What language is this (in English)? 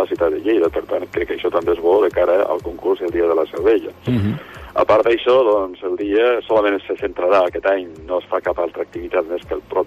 Catalan